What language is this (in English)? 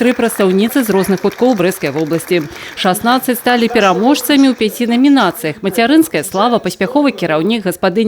Belarusian